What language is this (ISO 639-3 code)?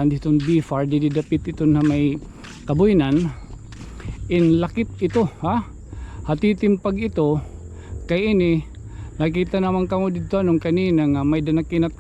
war